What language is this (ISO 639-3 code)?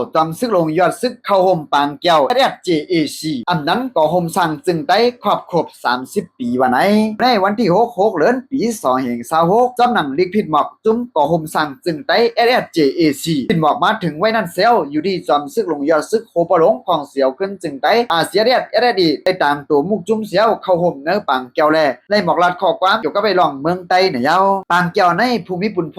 shn